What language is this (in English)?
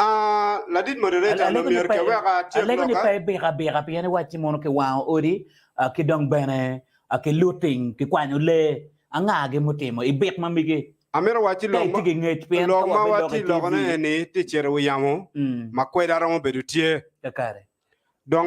Acoli